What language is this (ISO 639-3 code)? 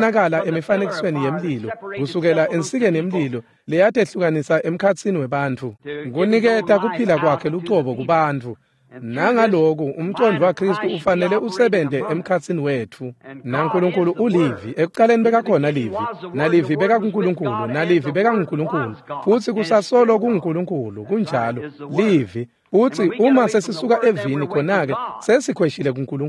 ssw